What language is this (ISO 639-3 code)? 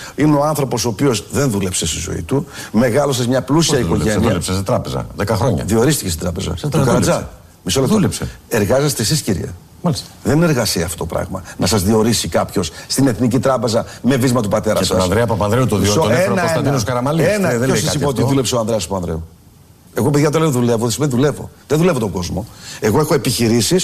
ell